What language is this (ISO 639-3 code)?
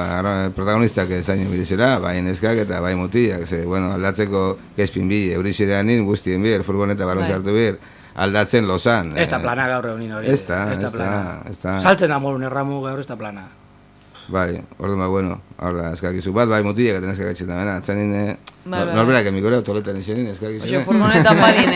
eus